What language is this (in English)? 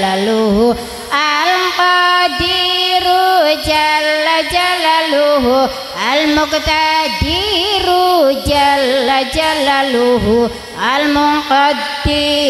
Arabic